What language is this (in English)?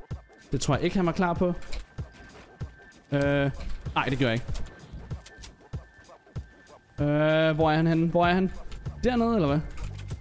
Danish